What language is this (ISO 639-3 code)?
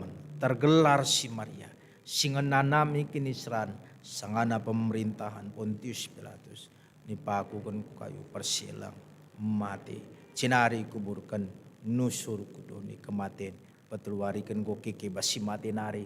btx